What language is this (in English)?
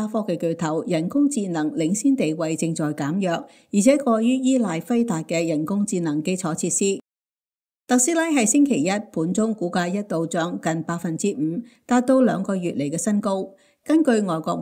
Cantonese